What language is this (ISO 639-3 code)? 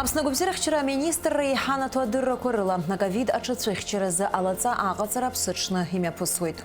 abk